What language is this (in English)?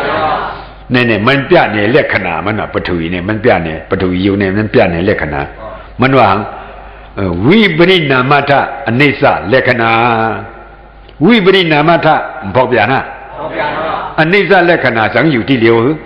Shan